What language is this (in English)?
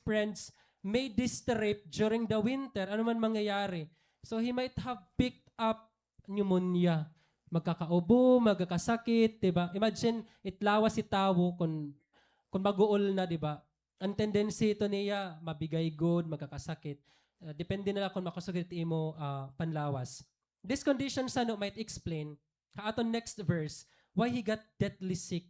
Waray